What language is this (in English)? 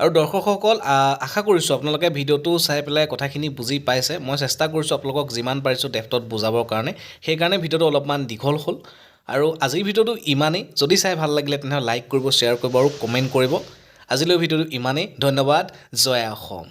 Assamese